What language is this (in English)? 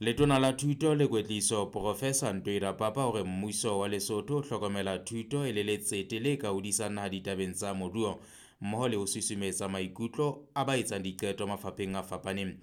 Southern Sotho